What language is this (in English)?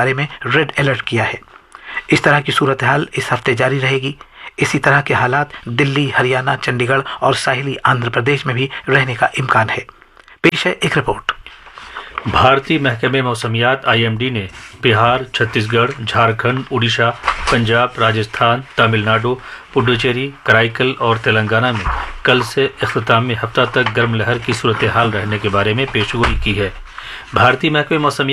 Urdu